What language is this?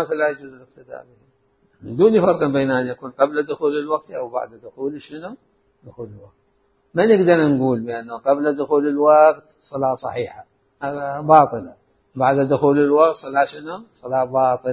Mesopotamian Arabic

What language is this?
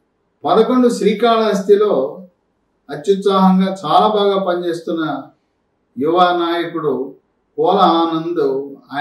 Telugu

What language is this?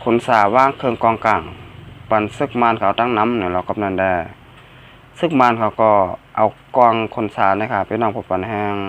Shan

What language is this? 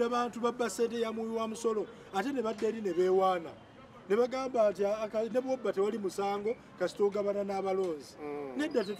Ganda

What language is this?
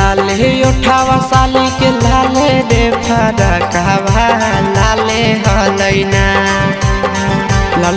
Bhojpuri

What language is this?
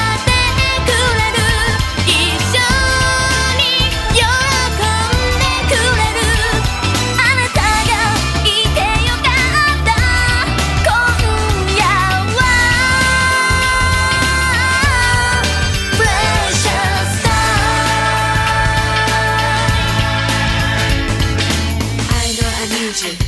Japanese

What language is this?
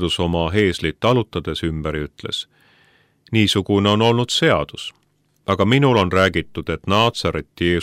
Estonian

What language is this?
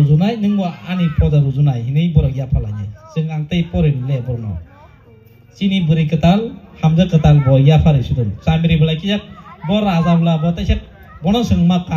Kok Borok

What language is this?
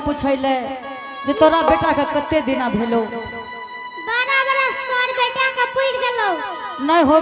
Angika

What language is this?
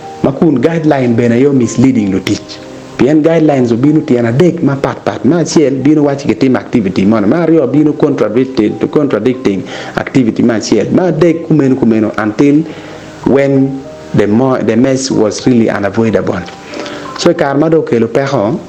Acoli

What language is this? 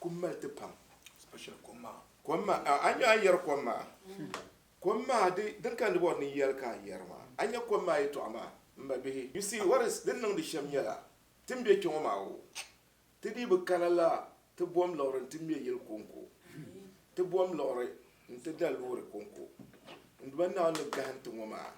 Dagbani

